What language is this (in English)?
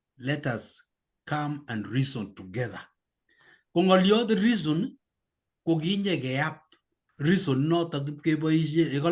Kalenjin